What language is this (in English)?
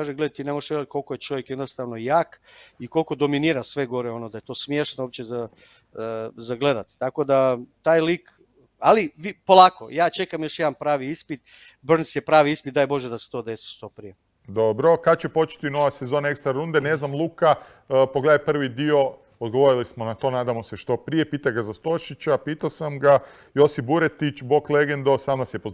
Croatian